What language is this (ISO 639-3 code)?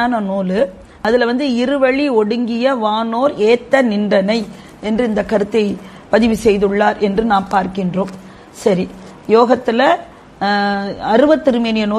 tam